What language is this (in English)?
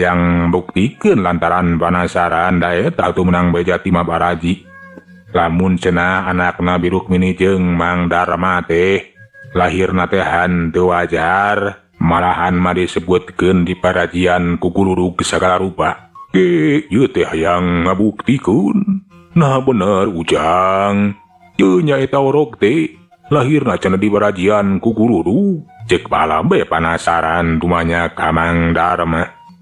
Sundanese